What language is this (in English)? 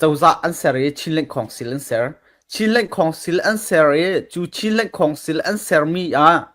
Falam Chin